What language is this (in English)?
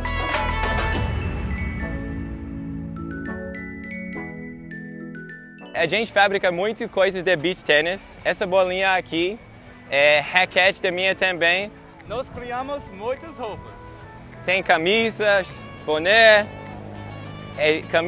Portuguese